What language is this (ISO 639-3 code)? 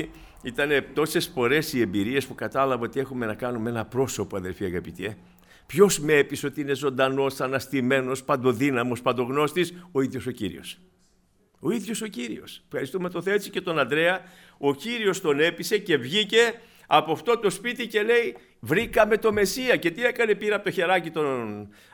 ell